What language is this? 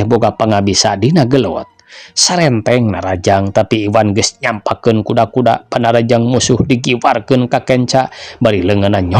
Sundanese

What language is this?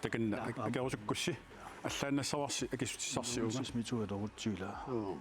Kalaallisut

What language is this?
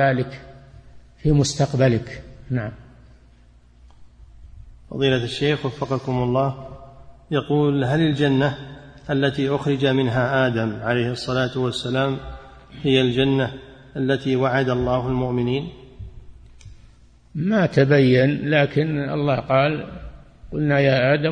Arabic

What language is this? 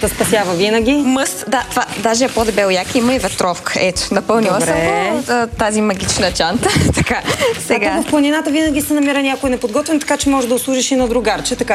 Bulgarian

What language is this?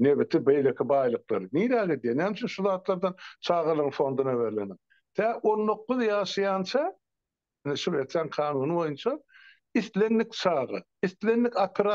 Turkmen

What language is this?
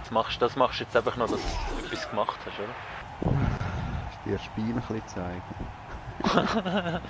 Swiss German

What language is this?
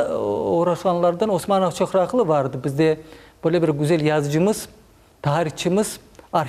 Crimean Tatar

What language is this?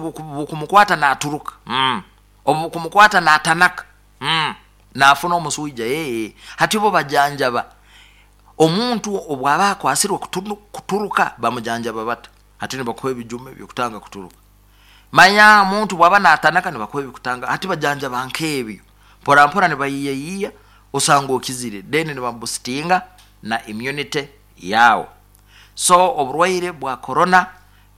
Nyoro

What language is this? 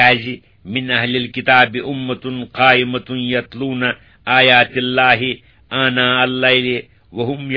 Kashmiri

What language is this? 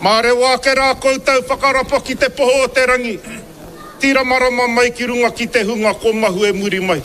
Māori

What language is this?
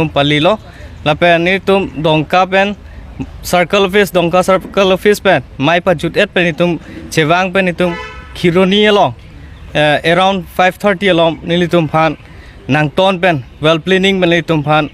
Karbi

